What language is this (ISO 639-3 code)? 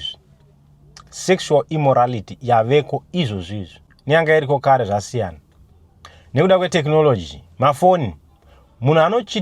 sna